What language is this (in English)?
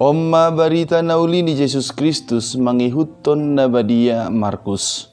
Batak Toba